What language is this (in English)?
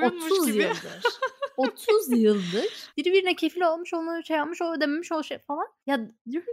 Turkish